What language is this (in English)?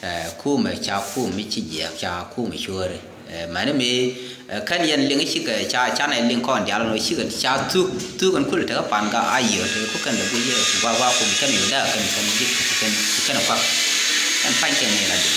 Nuer